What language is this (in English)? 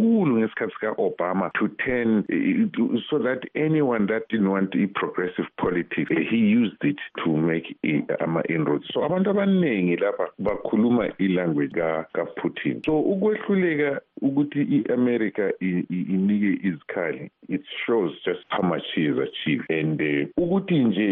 North Ndebele